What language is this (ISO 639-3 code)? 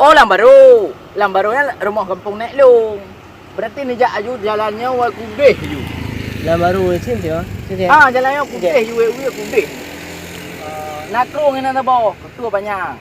ace